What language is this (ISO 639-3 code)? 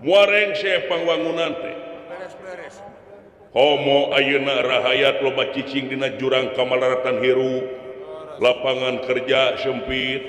sun